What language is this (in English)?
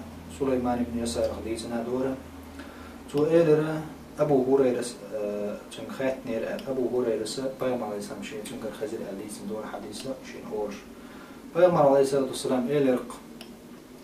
Chechen